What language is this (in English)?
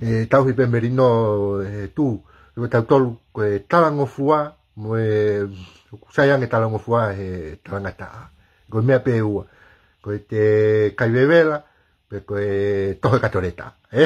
Tongan